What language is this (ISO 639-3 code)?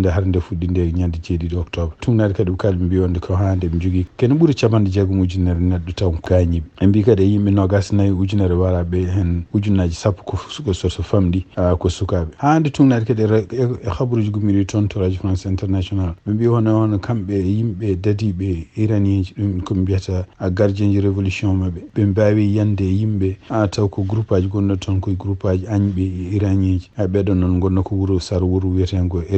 ful